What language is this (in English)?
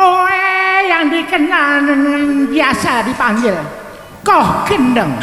Betawi